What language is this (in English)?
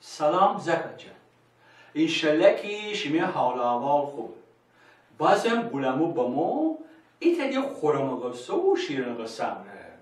Gilaki